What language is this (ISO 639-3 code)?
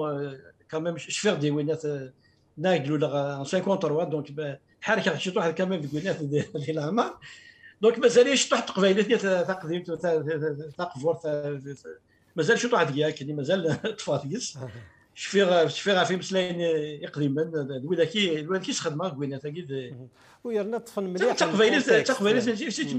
kab